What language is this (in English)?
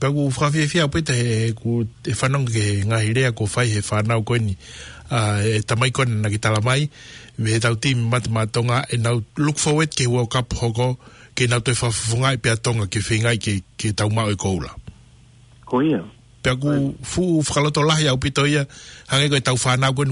Tongan